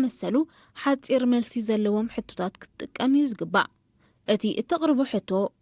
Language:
Tigrinya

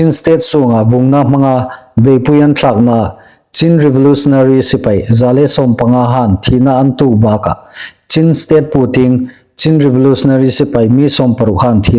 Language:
Hmar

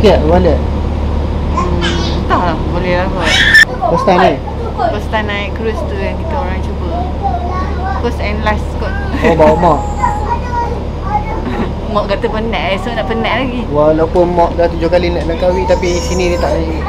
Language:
Malay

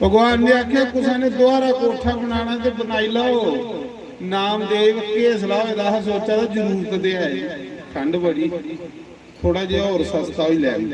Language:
Dogri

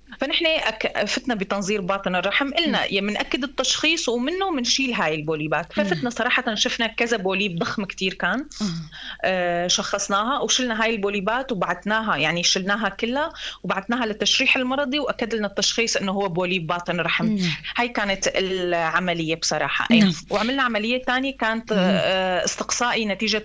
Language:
North Levantine Arabic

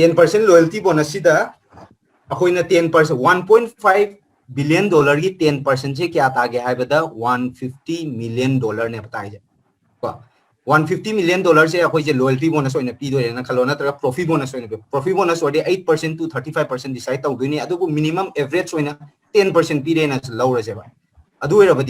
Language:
Manipuri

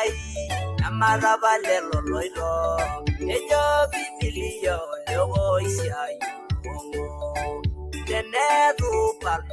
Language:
Masai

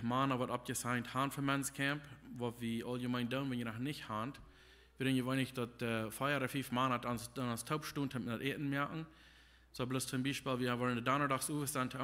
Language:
Plautdietsch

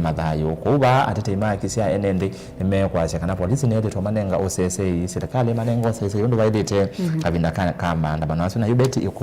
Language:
Kamba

